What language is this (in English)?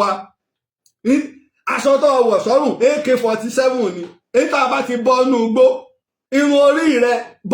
Yoruba